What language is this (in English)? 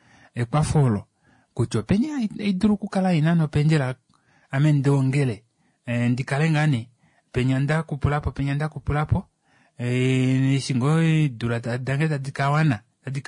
Kuanyama